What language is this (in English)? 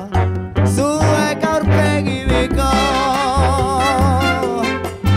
Basque